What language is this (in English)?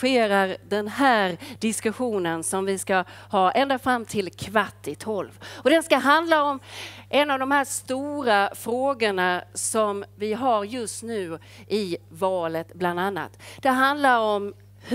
Swedish